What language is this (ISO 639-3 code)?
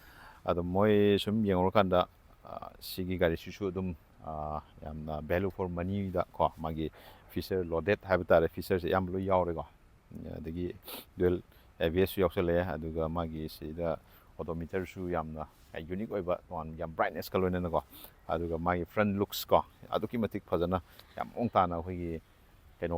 mni